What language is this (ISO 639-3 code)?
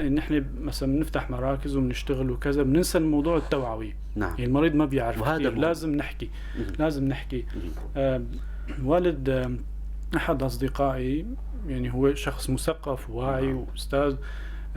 apc